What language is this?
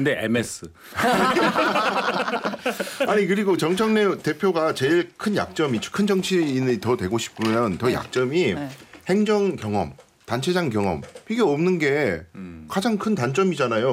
Korean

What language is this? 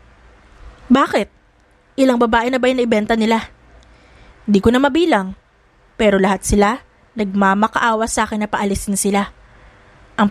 Filipino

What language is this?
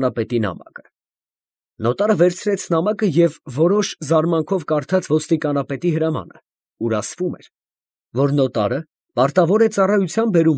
Armenian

